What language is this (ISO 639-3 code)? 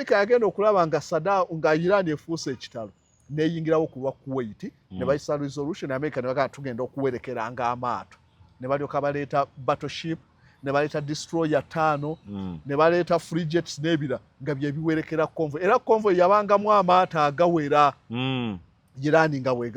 lug